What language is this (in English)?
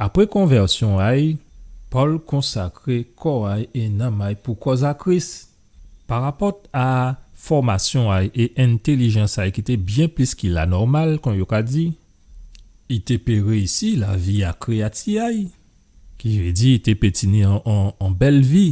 Guadeloupean Creole French